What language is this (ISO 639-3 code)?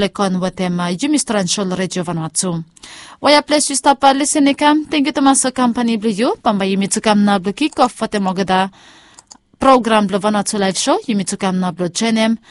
bis